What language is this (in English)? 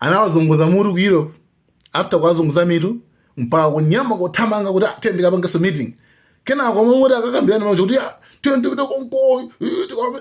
Nyanja